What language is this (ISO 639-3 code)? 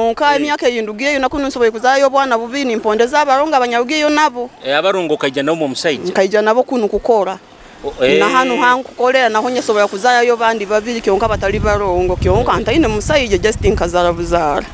nyo